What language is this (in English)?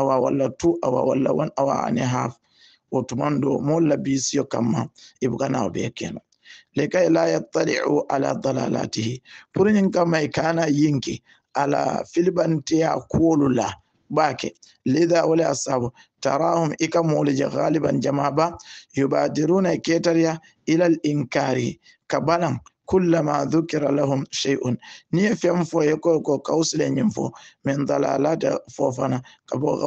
Hausa